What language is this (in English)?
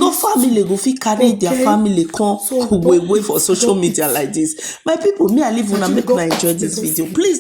Nigerian Pidgin